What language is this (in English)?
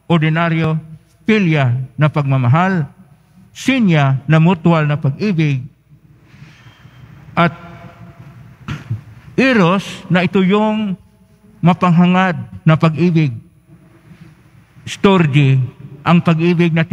Filipino